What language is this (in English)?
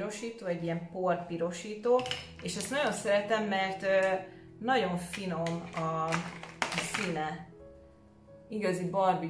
Hungarian